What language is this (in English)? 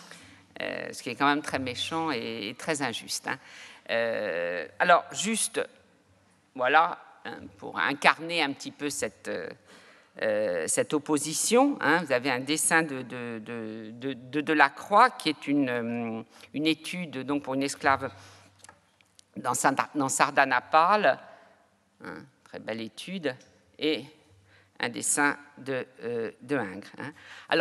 French